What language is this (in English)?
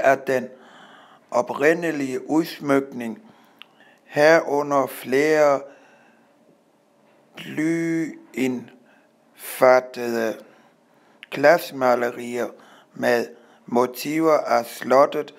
Danish